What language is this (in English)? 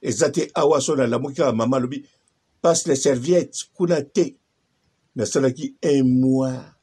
Lingala